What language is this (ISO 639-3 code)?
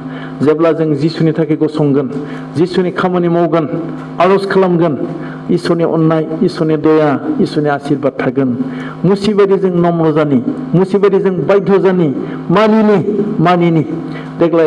brx